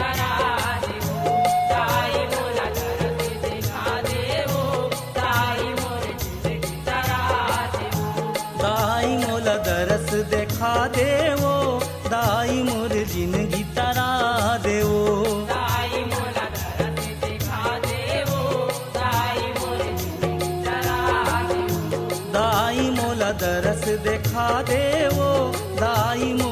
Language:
Chhattisgarhi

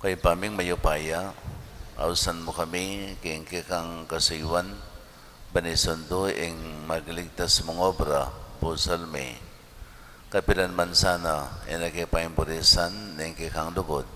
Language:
Pampanga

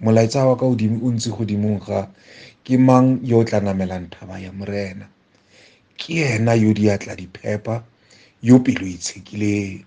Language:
Tswana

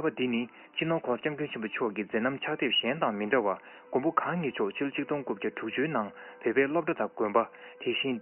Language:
Tibetan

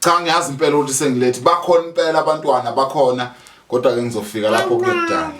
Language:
Zulu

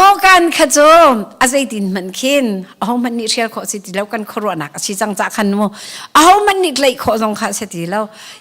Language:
Hakha Chin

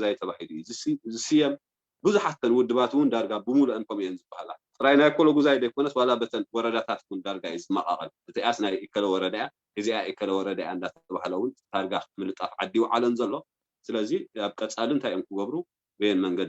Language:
Tigrinya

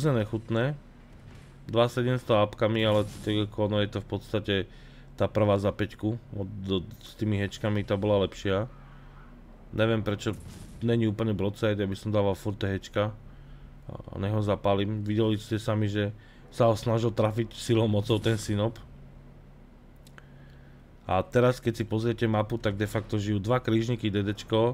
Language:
Slovak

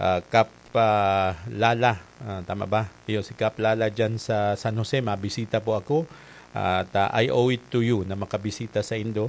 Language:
Bikol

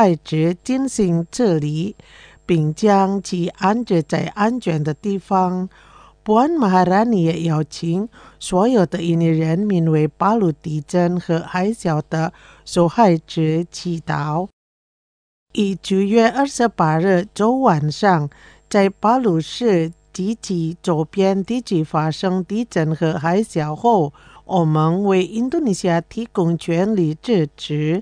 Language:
Chinese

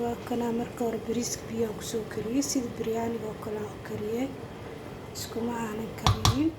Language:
Somali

